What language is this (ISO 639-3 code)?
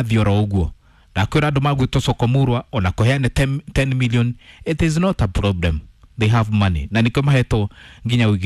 kik